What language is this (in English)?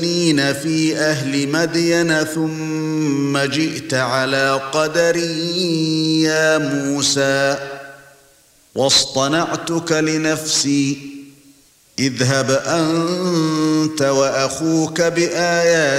Arabic